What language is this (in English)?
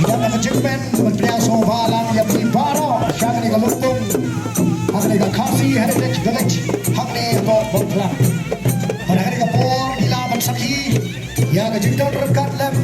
Khasi